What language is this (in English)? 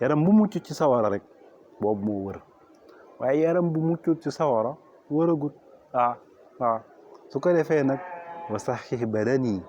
Wolof